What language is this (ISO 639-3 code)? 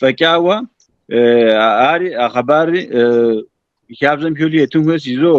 kbd